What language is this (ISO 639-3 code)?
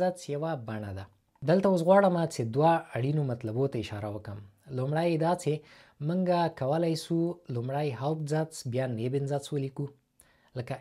pus